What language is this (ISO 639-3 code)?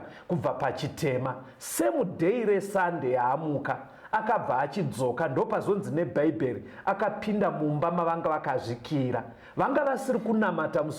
sna